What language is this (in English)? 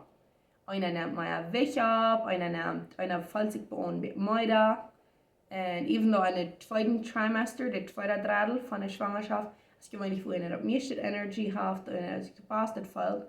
Plautdietsch